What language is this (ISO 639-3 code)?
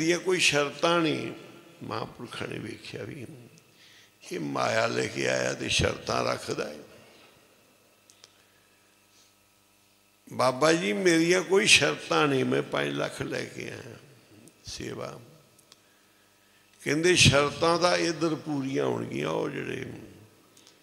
pan